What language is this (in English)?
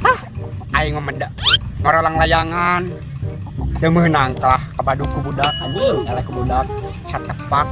Sundanese